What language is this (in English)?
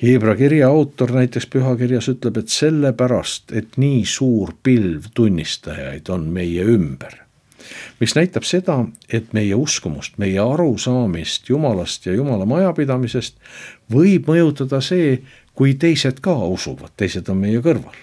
Estonian